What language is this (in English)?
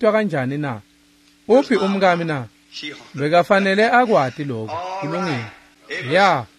Swati